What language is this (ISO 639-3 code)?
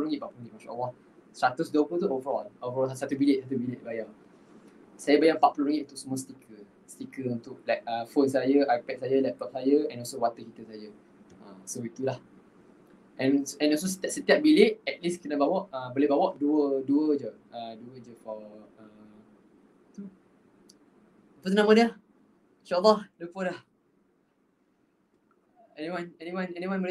msa